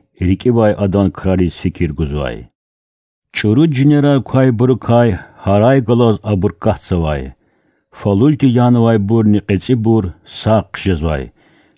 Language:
Lezghian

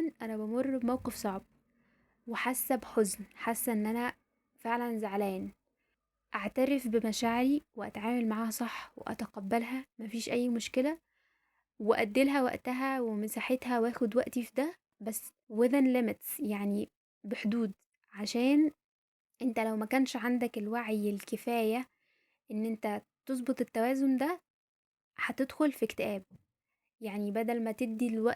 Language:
Egyptian Arabic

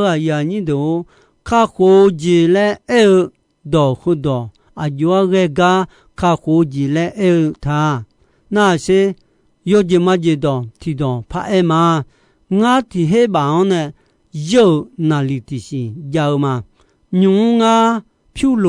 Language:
Akha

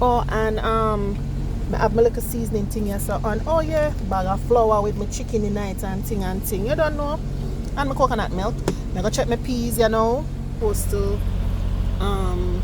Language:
Jamaican Creole English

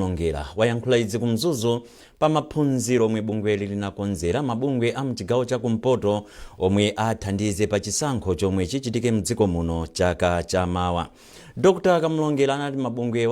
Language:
Nyanja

